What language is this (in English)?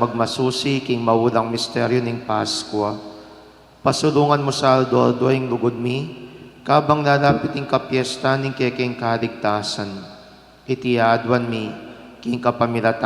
Pampanga